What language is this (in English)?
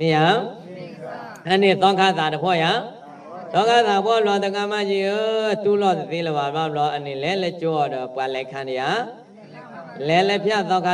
S'gaw Karen